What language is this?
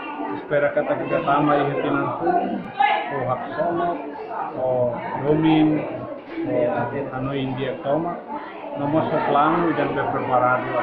Tetum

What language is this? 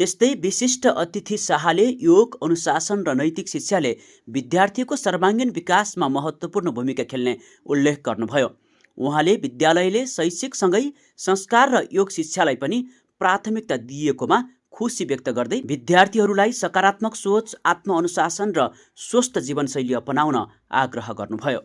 Nepali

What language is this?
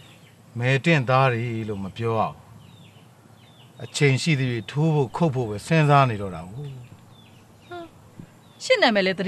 Burmese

